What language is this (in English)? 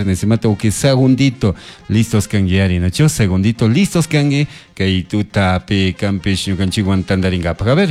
Chimborazo Highland Quichua